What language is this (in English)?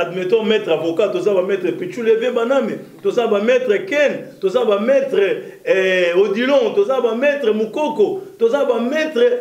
Lingala